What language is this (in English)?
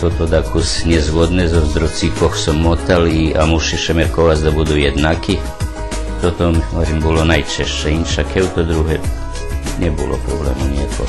Rusyn